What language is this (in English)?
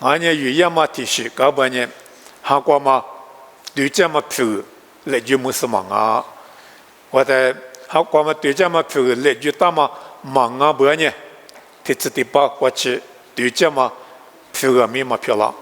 Lisu